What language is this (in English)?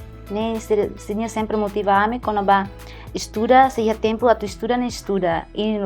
Tetum